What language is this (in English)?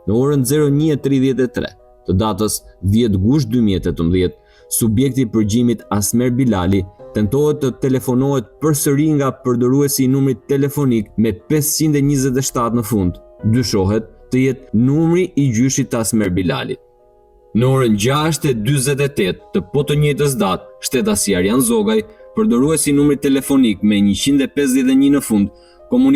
Albanian